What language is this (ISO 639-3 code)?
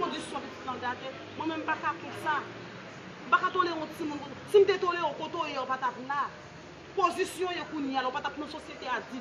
hat